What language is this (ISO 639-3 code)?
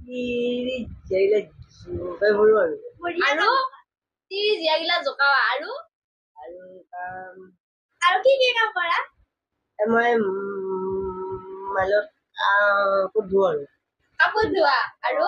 asm